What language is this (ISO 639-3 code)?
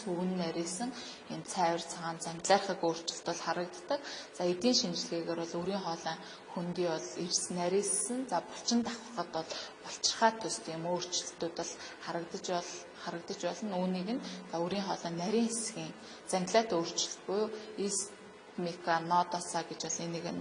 mon